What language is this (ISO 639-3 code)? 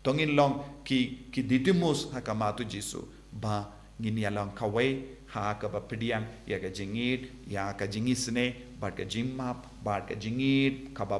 kha